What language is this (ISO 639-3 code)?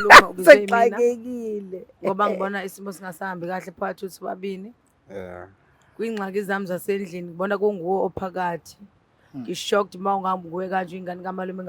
zul